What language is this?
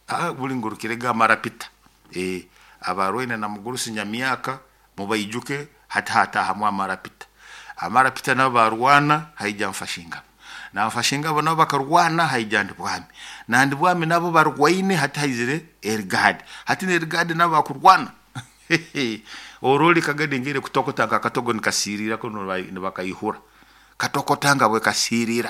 Nyoro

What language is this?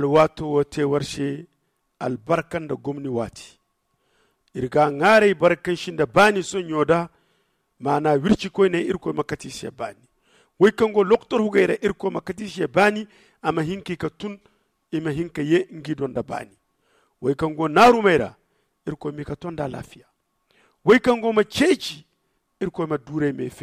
Zarma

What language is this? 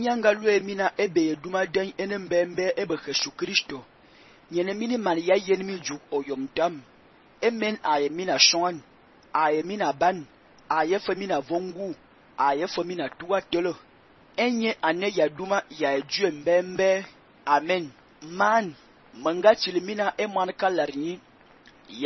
Fang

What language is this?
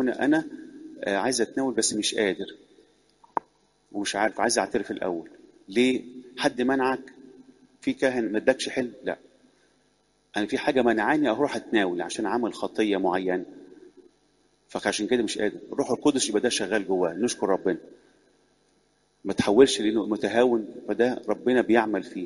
Egyptian Arabic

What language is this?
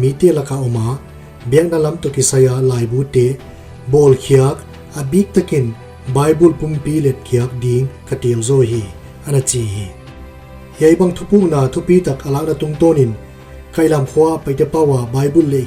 Paite Chin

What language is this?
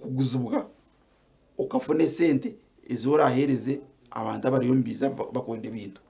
Nyankole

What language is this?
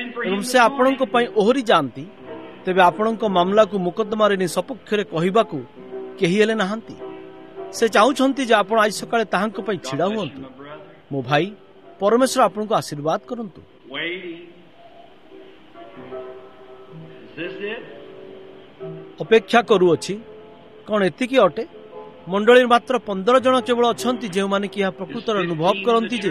Odia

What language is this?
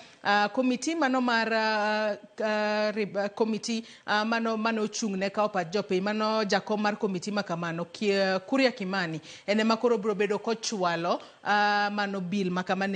Luo (Kenya and Tanzania)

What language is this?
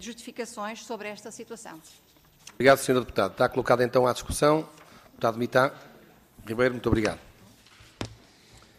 Portuguese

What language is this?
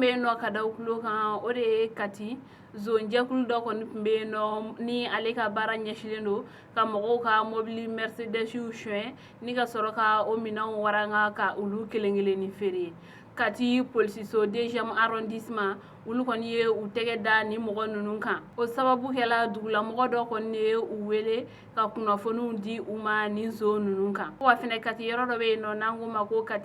Bambara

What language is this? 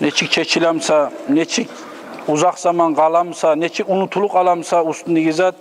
Kumyk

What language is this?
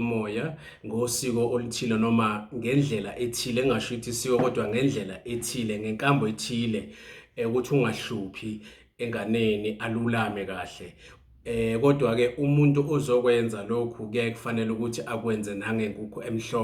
Zulu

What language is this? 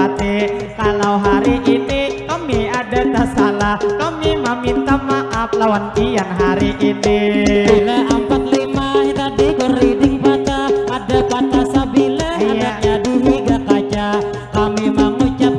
Banjar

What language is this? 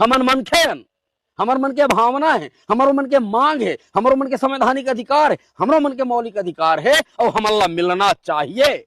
Chhattisgarhi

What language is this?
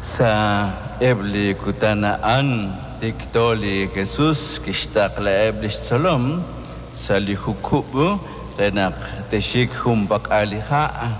Kekchí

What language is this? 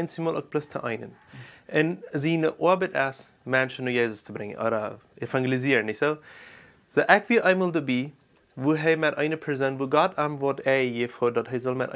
Plautdietsch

